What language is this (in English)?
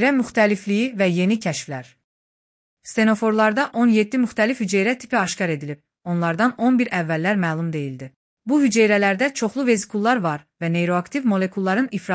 Azerbaijani